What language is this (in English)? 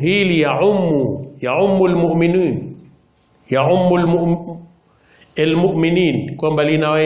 Swahili